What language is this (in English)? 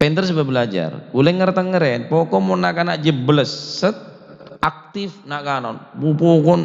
Madurese